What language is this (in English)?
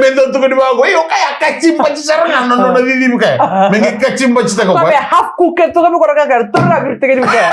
Fijian